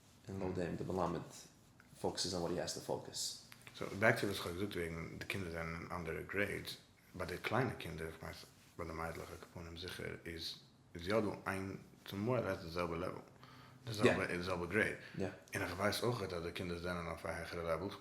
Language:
Yiddish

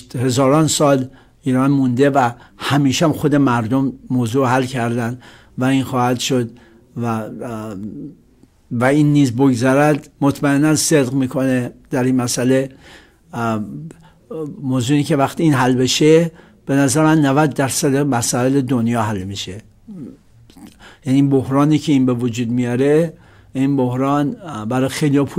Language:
Persian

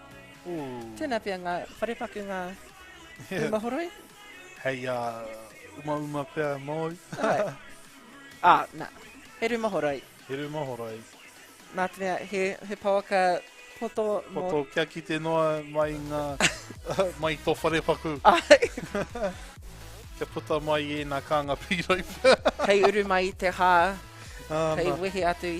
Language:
Māori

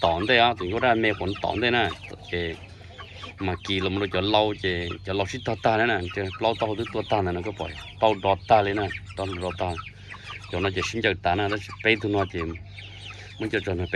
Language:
Hmong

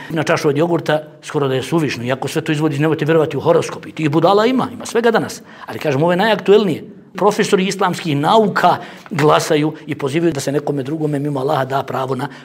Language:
Bosnian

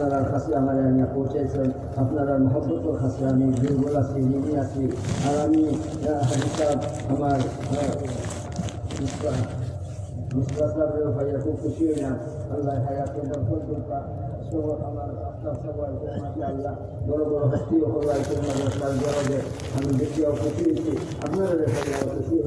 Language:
Sylheti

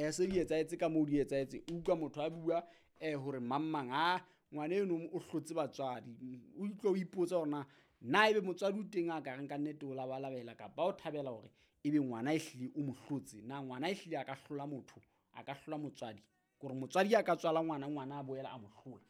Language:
Southern Sotho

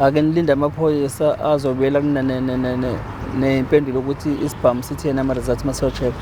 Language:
Zulu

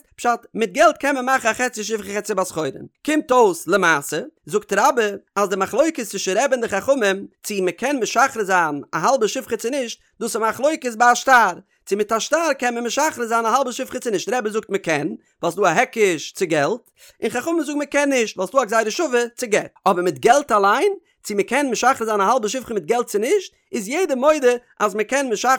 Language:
Yiddish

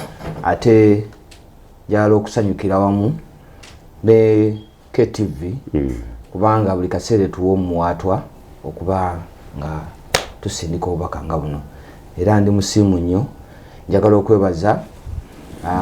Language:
Ganda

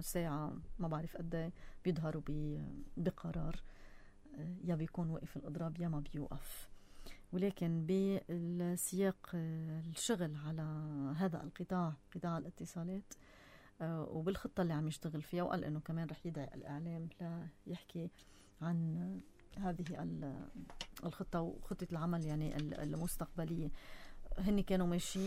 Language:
North Levantine Arabic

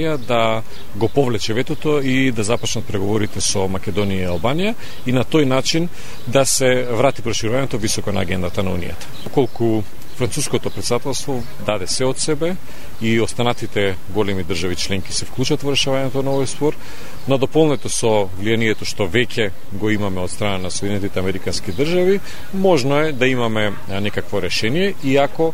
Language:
Macedonian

